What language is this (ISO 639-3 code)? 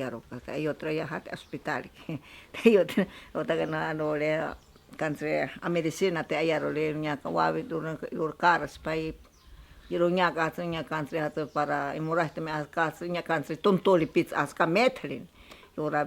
prq